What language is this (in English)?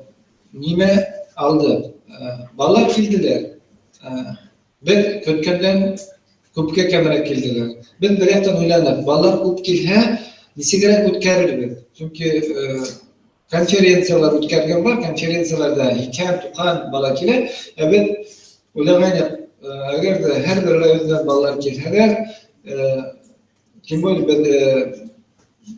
Bashkir